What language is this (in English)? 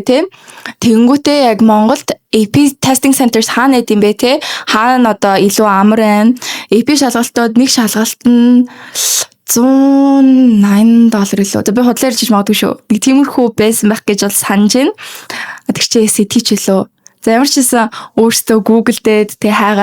Mongolian